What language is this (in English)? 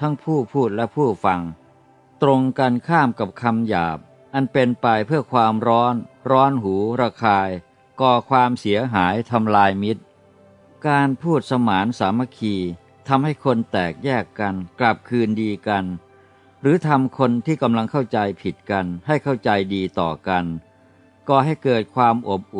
Thai